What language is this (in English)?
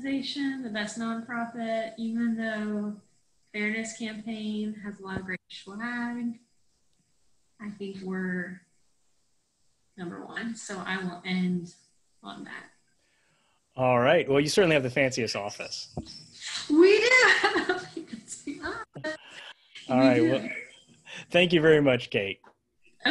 English